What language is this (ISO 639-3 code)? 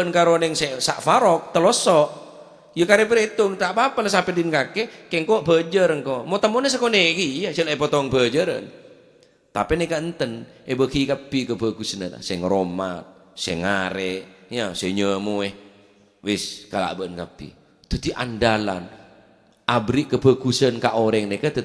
mad